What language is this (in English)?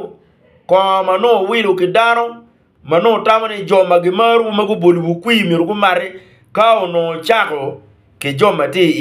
Acoli